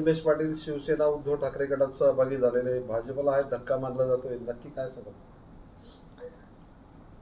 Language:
Marathi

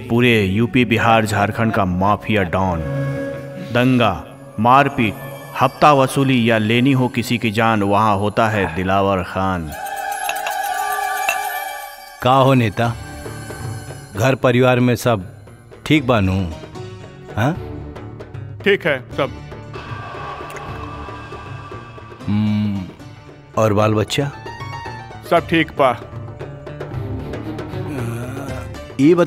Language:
Bhojpuri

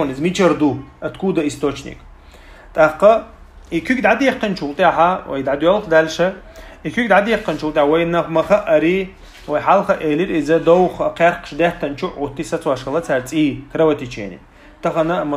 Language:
Chechen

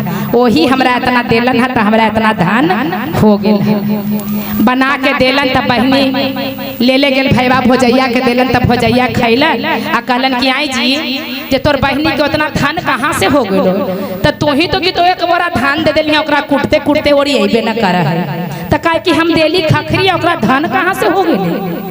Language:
Magahi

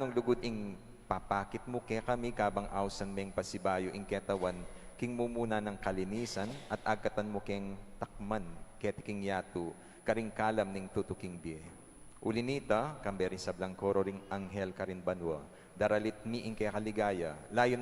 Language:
Pampanga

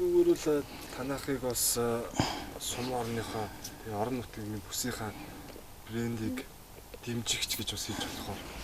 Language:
Mongolian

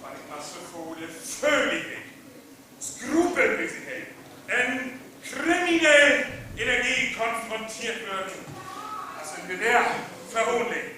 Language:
Northern Frisian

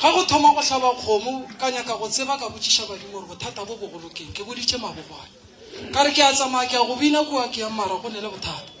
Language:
Northern Sotho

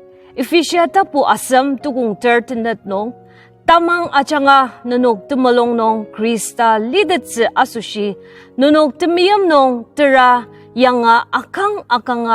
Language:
Ao Naga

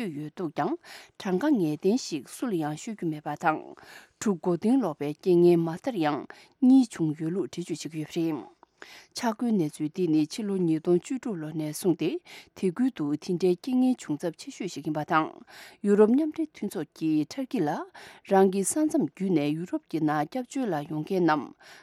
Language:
Tibetan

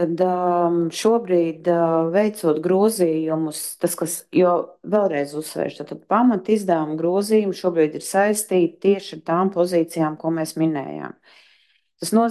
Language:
Latvian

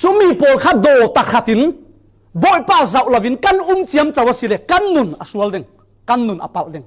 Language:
Falam Chin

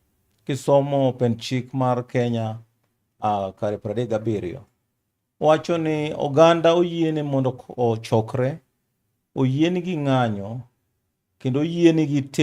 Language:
Luo (Kenya and Tanzania)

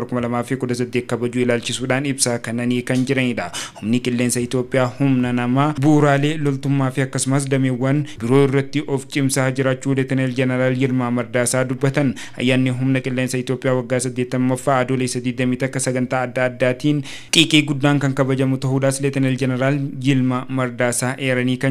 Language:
Oromo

